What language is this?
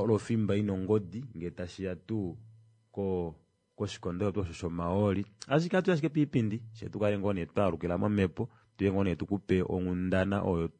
Kuanyama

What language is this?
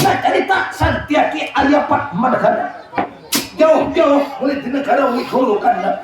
Banjar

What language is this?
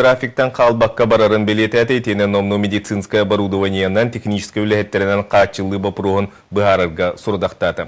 Yakut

